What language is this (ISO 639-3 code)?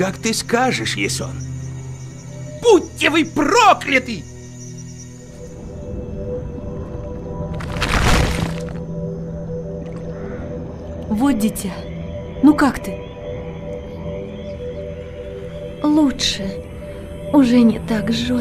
rus